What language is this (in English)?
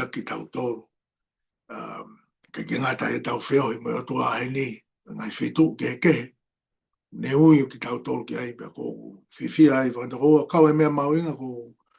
Tongan